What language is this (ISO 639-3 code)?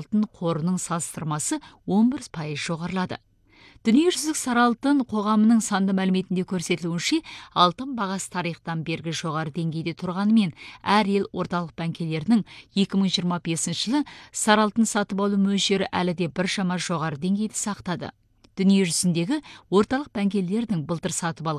kaz